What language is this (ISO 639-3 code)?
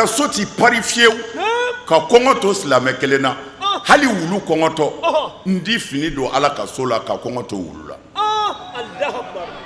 bam